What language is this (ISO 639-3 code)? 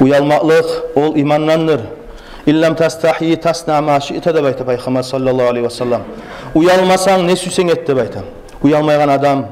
kum